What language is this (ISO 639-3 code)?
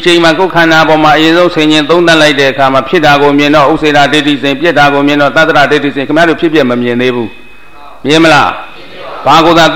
mya